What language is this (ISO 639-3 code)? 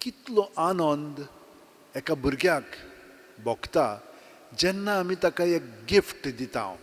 kok